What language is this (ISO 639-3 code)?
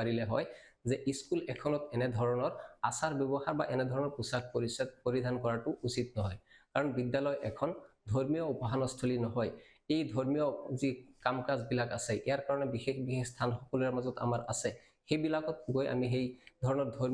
asm